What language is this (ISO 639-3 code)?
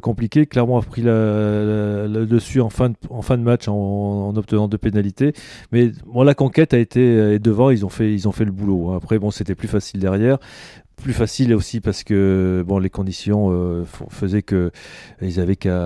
fra